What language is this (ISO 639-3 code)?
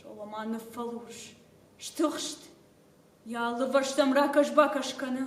oss